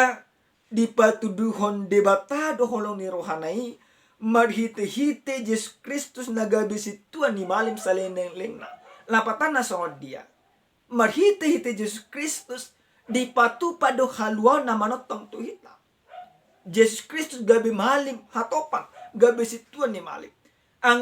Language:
Batak Toba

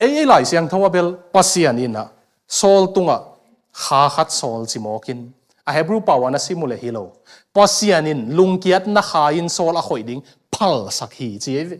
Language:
Tedim Chin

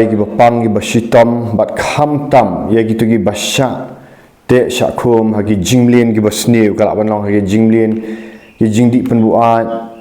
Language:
Khasi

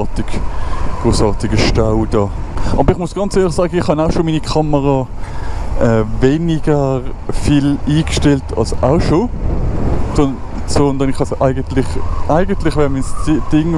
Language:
Swiss German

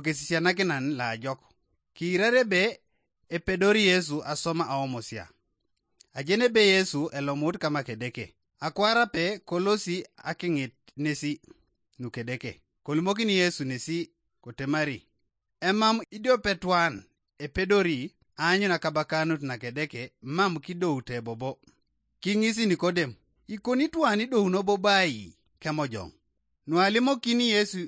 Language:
Teso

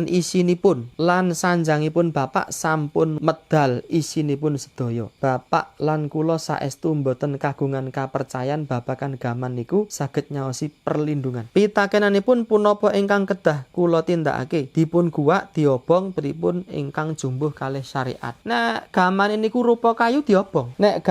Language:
Javanese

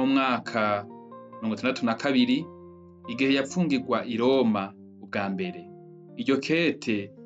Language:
Rundi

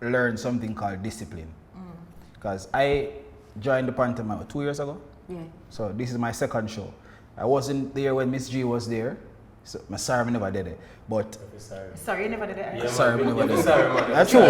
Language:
Jamaican Creole English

